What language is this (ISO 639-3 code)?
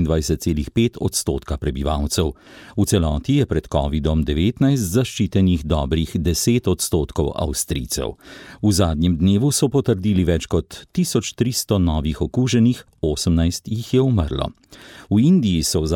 slv